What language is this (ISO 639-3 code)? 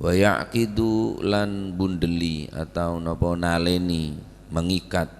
mad